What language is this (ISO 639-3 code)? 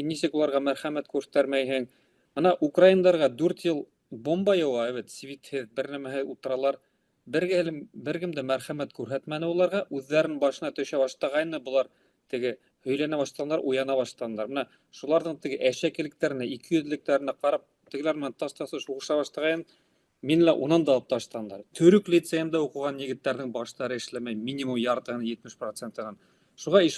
bak